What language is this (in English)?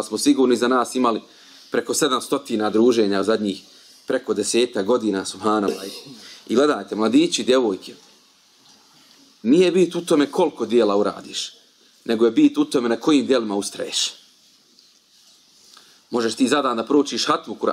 Bosnian